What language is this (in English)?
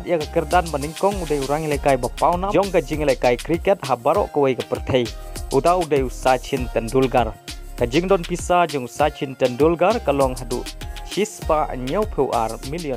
Khasi